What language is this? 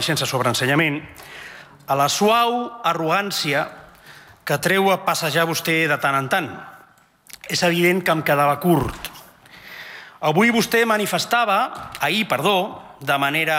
Catalan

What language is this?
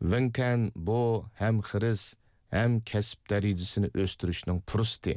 Uyghur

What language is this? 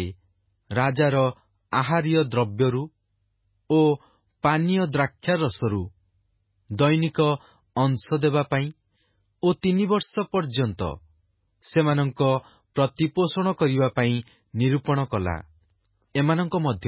Odia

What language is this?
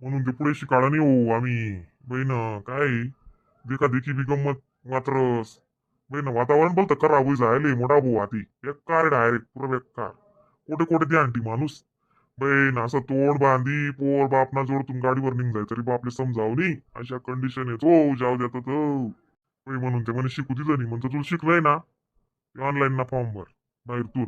Khandesi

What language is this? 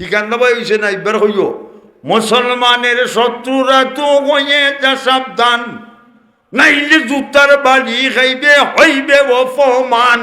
Sylheti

